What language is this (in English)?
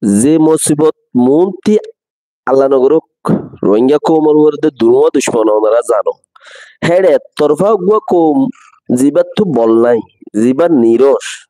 Rohingya